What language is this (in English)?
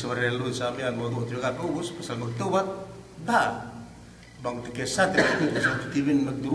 Yakan